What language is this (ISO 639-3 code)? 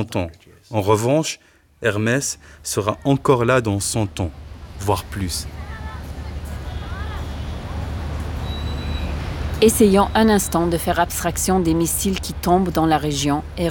fra